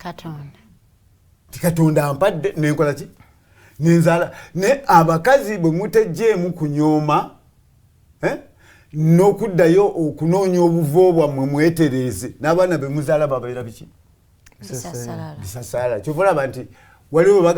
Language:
Ganda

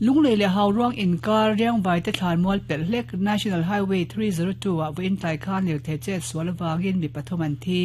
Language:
Mizo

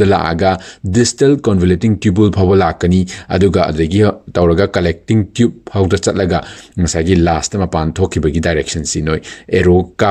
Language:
Manipuri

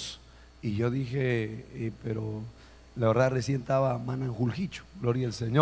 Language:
Ayacucho Quechua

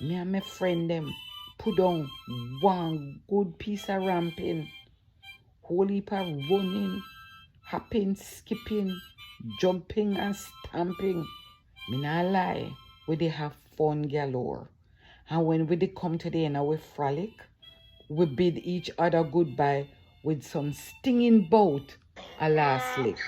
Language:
Jamaican Creole English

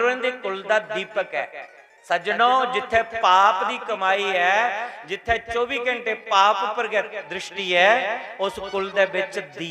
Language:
Dogri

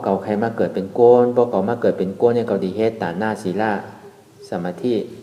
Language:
Shan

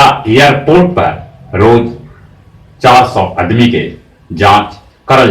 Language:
Magahi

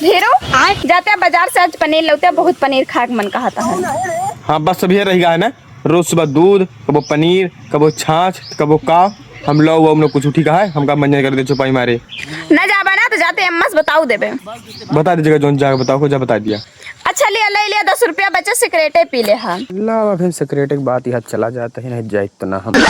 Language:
Awadhi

